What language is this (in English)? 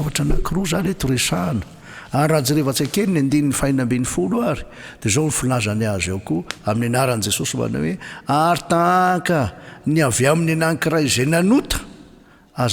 Malagasy